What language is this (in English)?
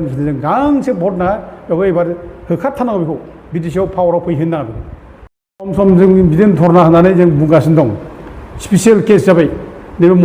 Bodo